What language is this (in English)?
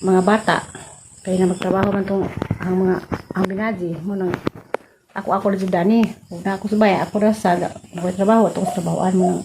Cebuano